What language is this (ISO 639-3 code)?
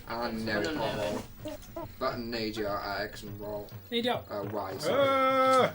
cym